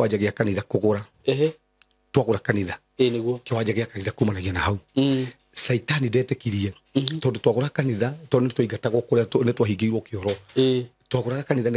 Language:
Kikuyu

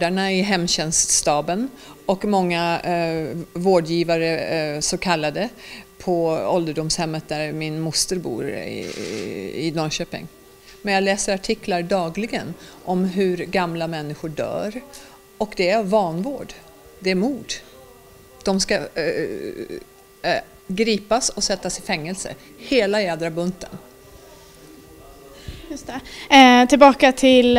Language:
Swedish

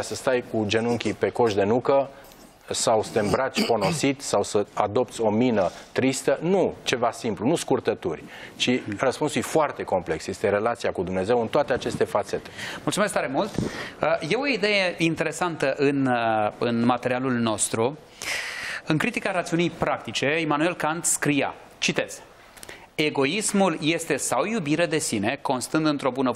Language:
Romanian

